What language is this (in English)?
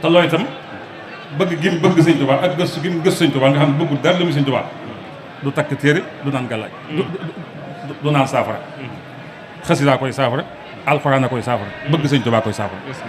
Wolof